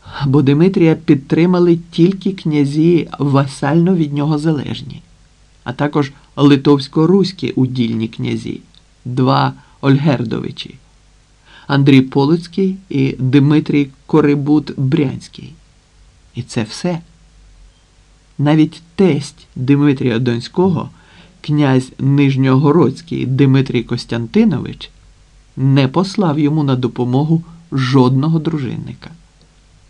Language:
Ukrainian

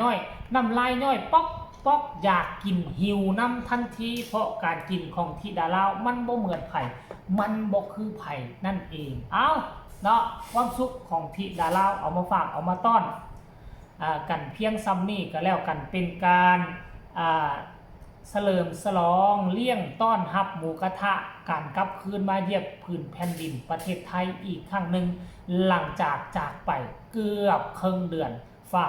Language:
Northeastern Thai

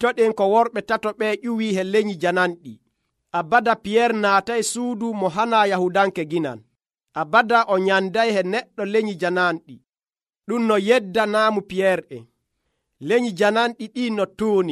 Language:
Nigerian Fulfulde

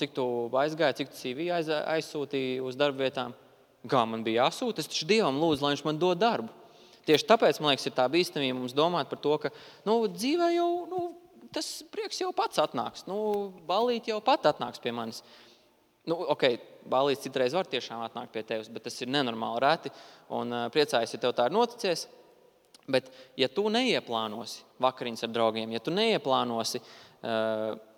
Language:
Latvian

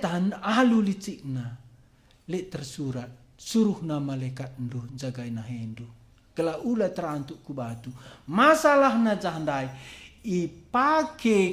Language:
Batak Karo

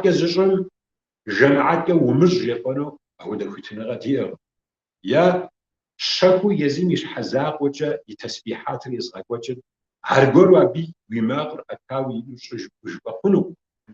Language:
Kabardian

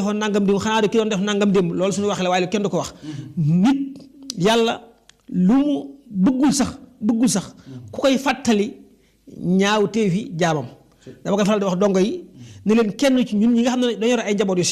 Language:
Wolof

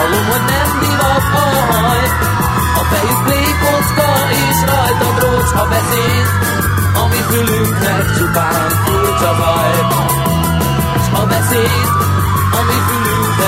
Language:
Hungarian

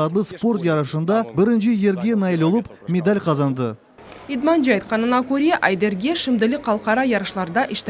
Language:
Crimean Tatar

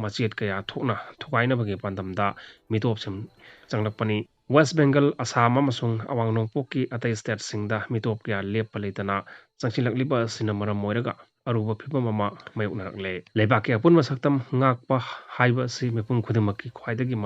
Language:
Manipuri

